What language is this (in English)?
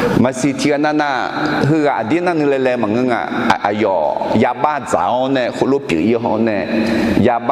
Akha